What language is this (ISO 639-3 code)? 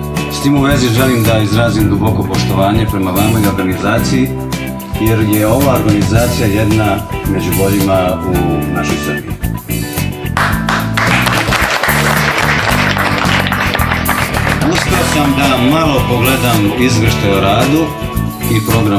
srp